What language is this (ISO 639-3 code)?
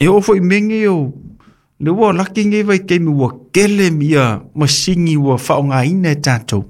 smo